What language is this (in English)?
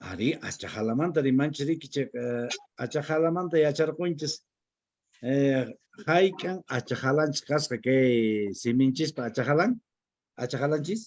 Quechua